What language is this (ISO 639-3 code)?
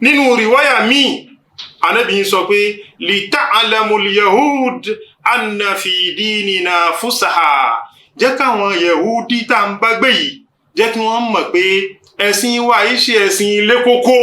yor